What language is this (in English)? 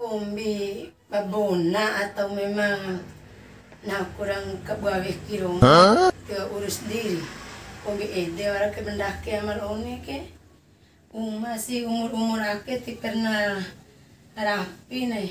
Bima